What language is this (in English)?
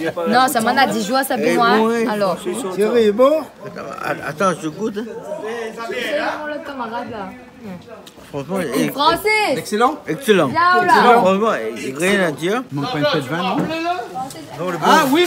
Réunion Creole French